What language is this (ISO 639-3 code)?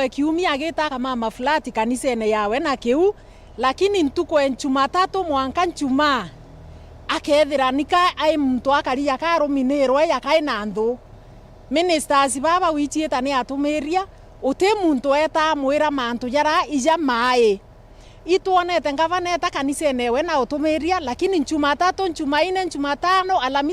mer